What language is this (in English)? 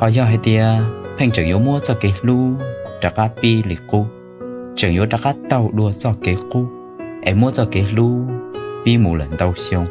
Hmong